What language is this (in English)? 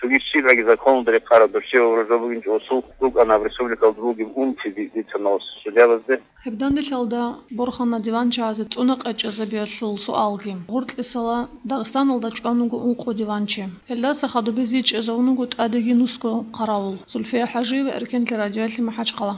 Avaric